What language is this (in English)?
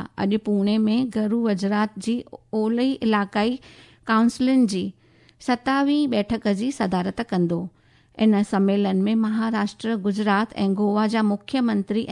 Sindhi